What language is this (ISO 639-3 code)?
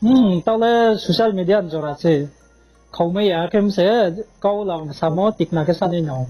ria